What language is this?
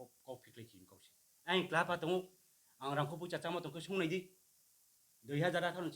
Riang (India)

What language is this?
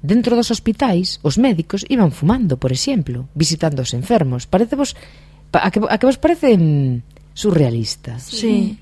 Galician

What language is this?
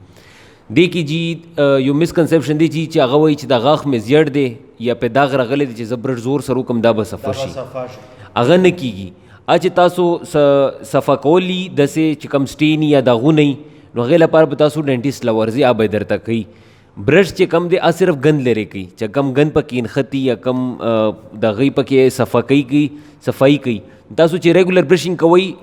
Pashto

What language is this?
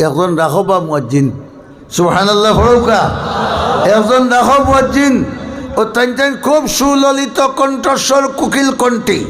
Sylheti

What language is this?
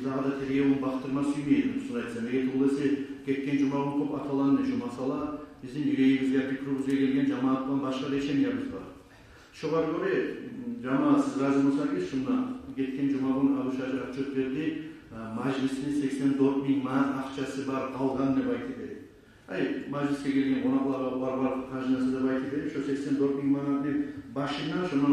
Kumyk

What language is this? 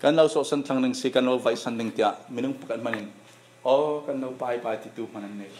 Falam Chin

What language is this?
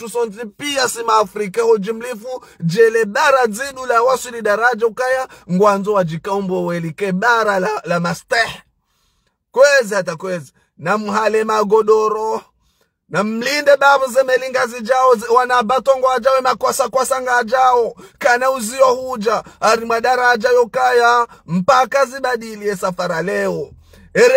Ngazidja Comorian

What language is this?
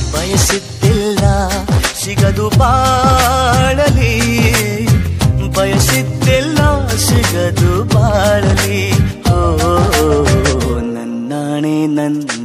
Kannada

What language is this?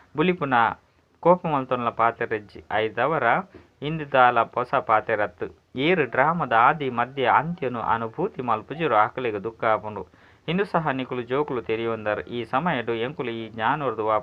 Tulu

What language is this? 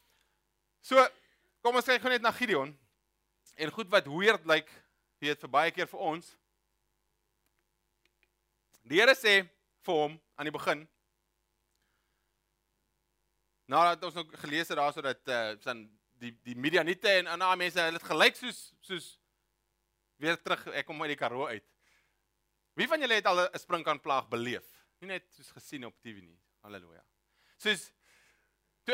Afrikaans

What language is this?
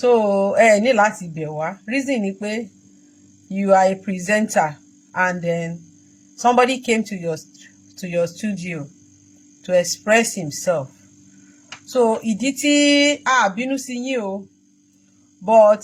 Yoruba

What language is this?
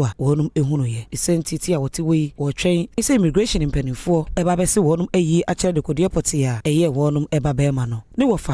Akan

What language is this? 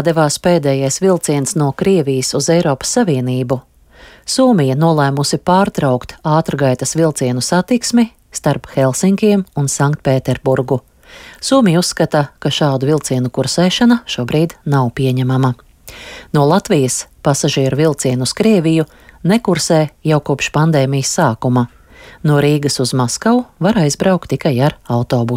Latvian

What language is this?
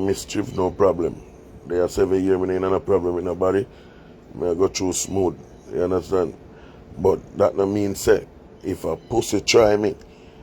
Jamaican Creole English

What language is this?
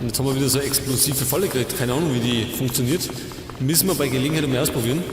Bavarian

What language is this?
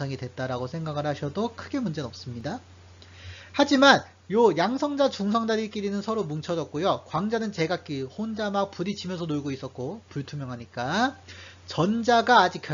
Korean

